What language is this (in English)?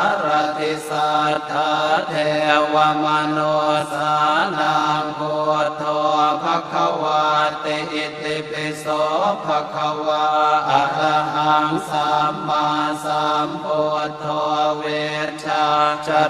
Pali